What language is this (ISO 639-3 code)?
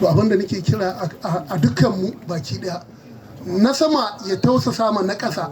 hau